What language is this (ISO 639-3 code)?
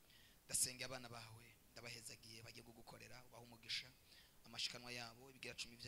run